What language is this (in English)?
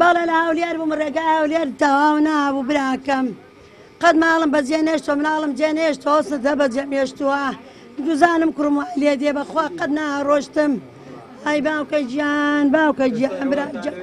Central Kurdish